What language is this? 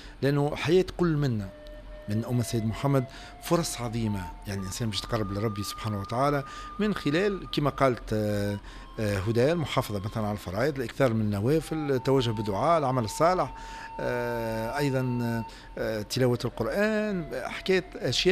Tunisian Arabic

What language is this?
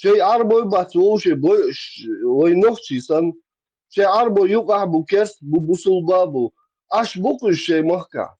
Chechen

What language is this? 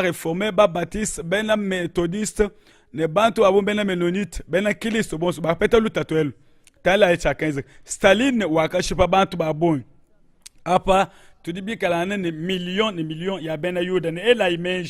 Luba-Lulua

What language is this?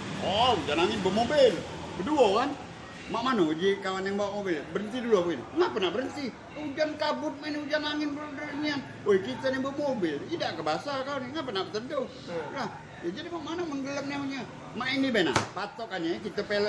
Musi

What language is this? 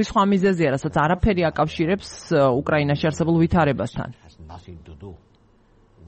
Georgian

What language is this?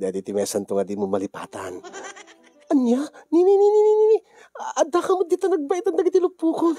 Iloko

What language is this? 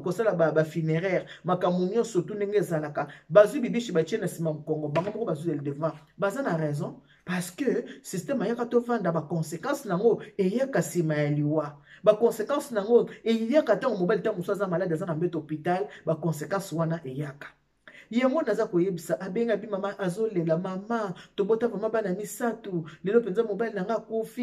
Lingala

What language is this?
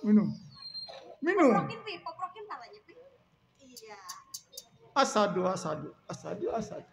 Betawi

